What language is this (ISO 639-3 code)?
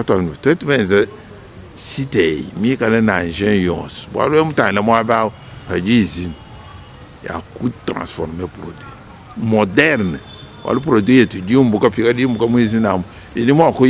lua